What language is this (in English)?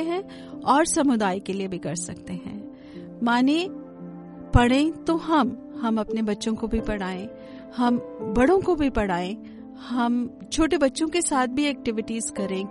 Hindi